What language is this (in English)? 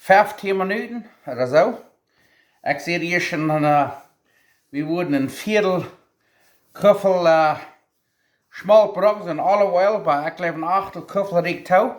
Plautdietsch